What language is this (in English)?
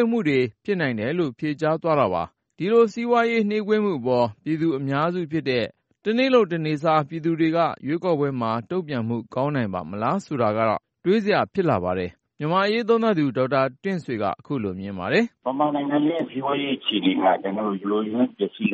Burmese